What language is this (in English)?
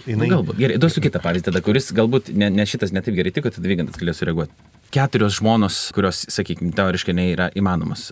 Lithuanian